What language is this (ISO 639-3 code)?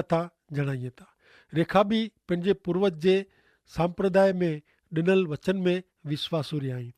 kfr